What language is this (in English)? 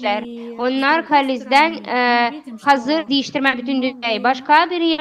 Gagauz